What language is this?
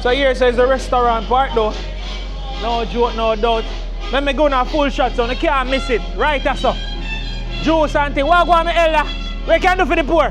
Jamaican Creole English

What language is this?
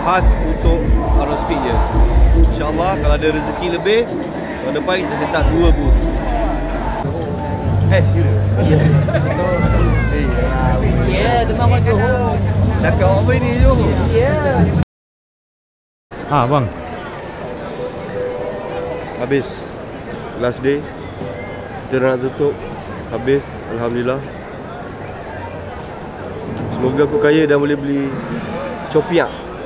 Malay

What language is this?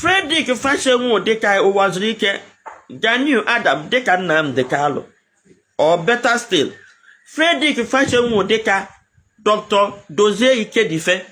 Igbo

